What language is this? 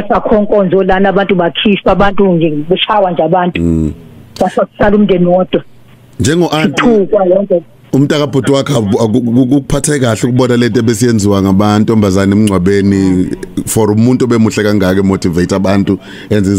Zulu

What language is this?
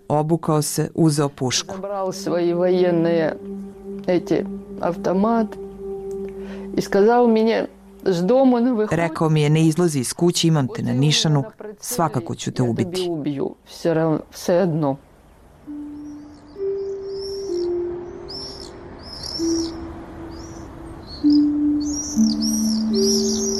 Bosnian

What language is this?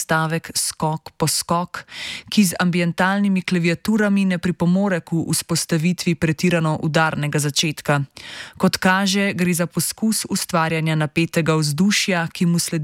Slovenian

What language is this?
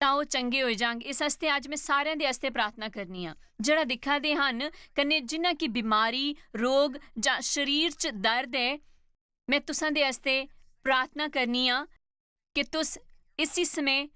Dogri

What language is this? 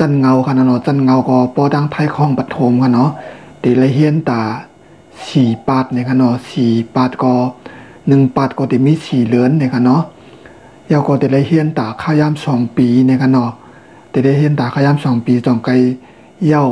Shan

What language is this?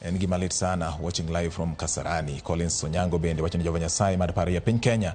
Luo (Kenya and Tanzania)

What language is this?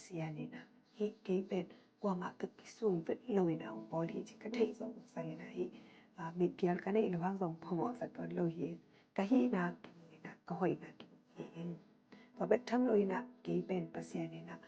Tedim Chin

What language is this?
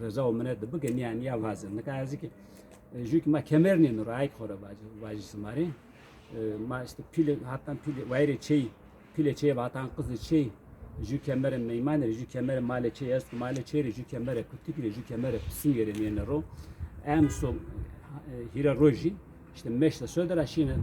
Zaza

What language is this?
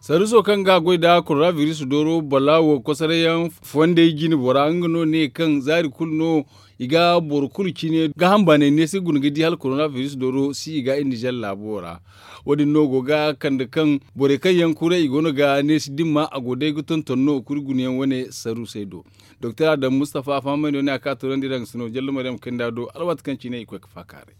Zarma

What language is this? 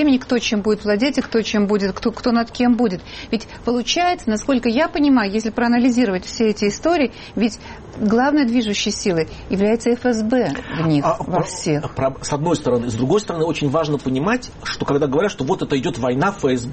Russian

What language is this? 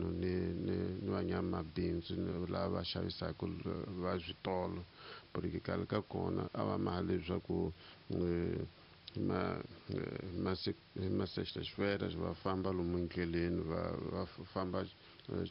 Tsonga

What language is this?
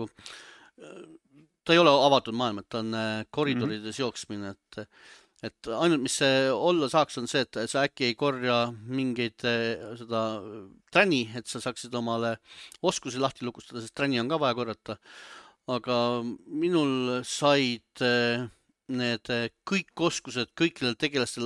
Estonian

